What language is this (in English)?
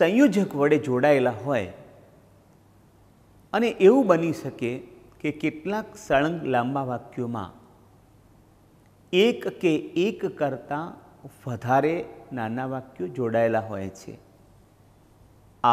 Gujarati